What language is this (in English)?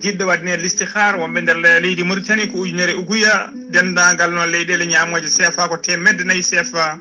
Fula